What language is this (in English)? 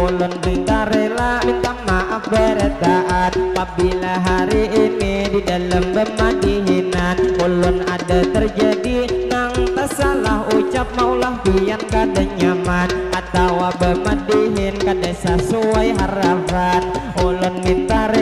Banjar